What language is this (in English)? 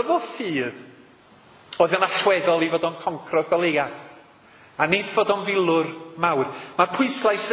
Welsh